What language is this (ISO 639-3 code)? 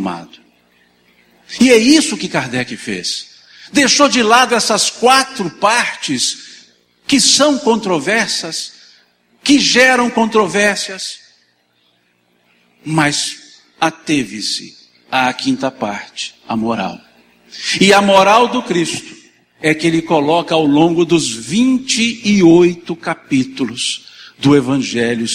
por